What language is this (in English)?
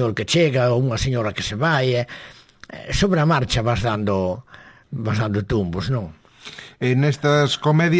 Galician